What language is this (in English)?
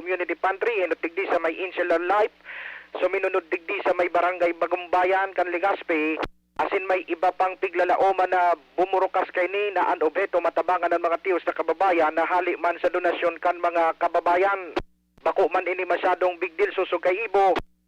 Bikol